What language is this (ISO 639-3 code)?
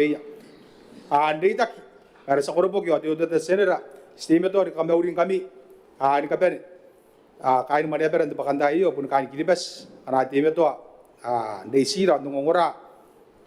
gil